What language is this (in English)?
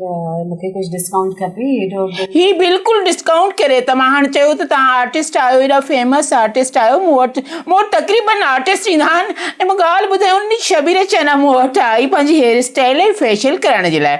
Sindhi